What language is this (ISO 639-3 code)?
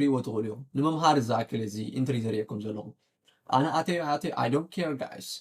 tir